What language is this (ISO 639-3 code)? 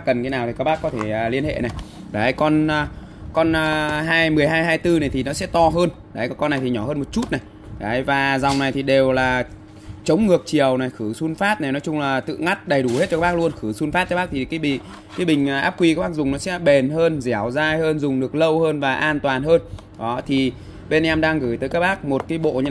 vie